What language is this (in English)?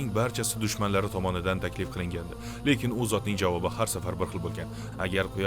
Uzbek